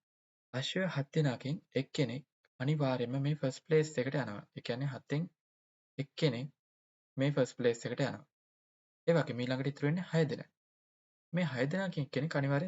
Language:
Sinhala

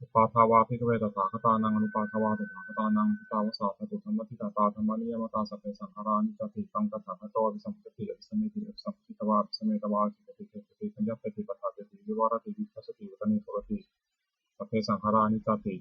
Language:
Pali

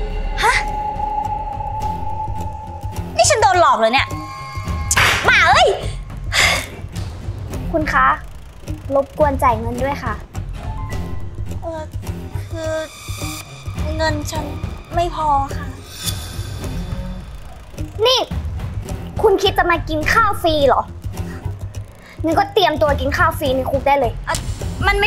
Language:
Thai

